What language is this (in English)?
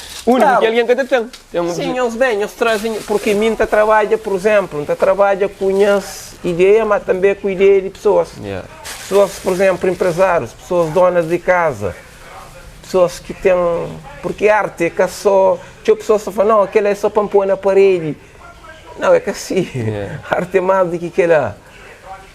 Kabuverdianu